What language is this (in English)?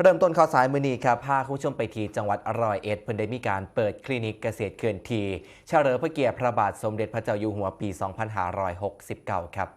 Northeastern Thai